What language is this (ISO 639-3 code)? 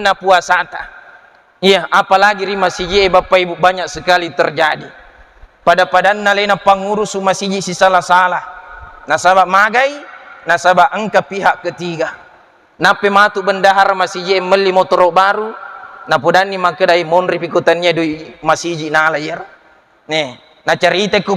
bug